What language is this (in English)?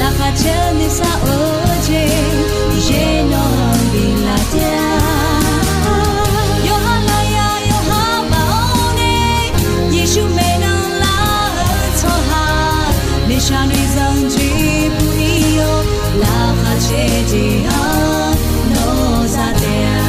Akha